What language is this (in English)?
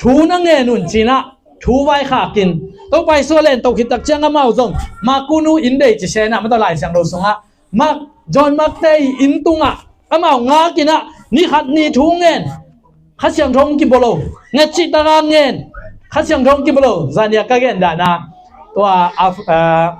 Tedim Chin